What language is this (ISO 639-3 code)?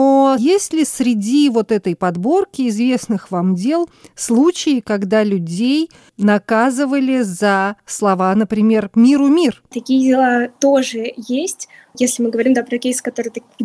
rus